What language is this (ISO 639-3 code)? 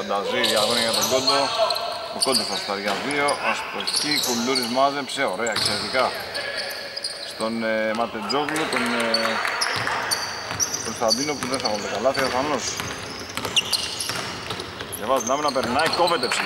ell